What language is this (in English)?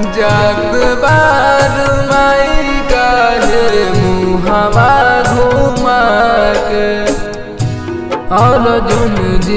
Bhojpuri